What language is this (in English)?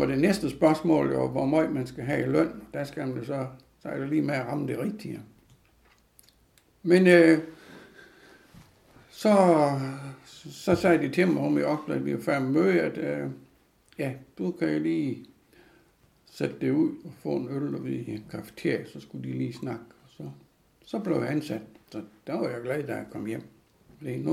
Danish